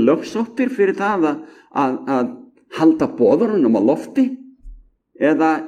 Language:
Icelandic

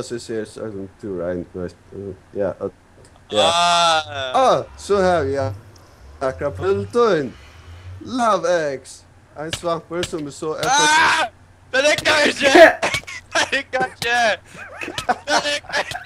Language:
Faroese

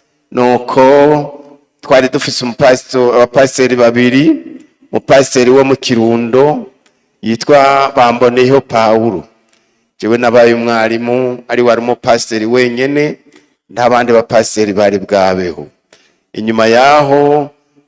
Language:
Rundi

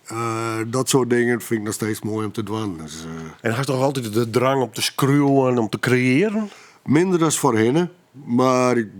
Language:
Western Frisian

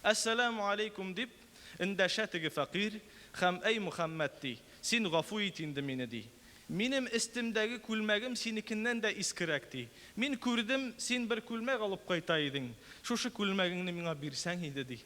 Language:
Tatar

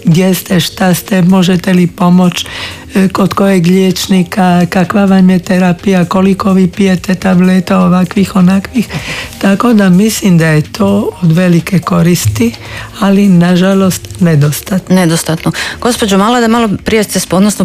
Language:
Croatian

